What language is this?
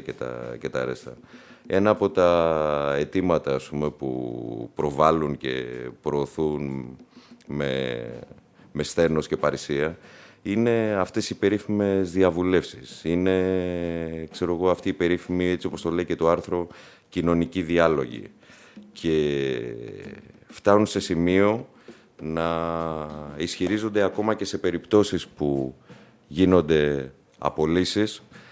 Greek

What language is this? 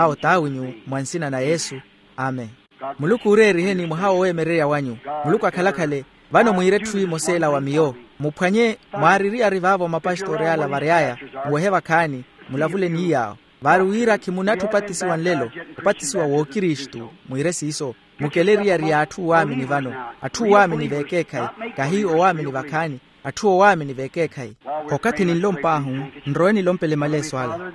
Makhuwa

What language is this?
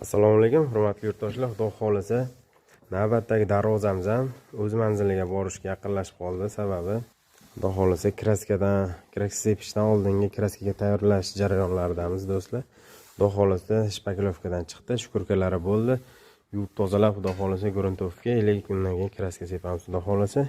Uzbek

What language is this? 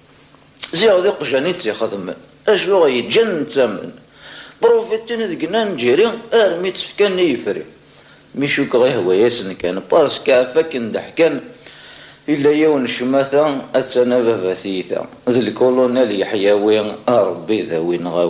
Kabyle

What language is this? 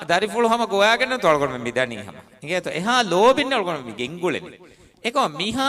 Divehi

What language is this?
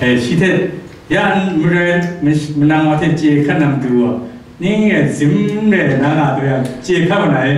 Kachin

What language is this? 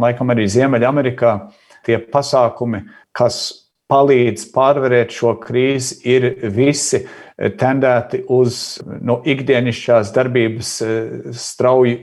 Latvian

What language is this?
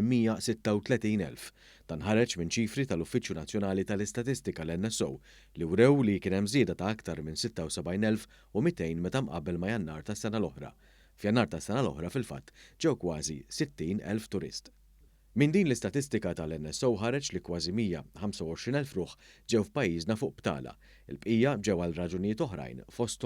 Maltese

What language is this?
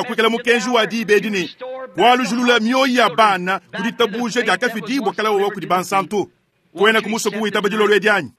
Luba-Lulua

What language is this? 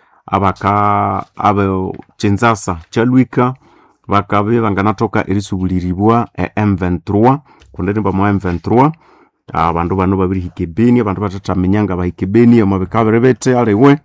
Nande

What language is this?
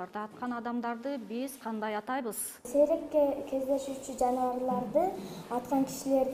Kyrgyz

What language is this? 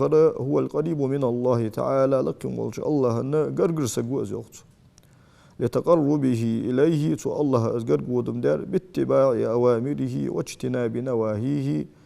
Ingush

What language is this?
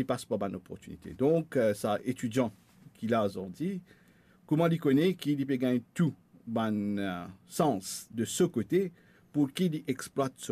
Morisyen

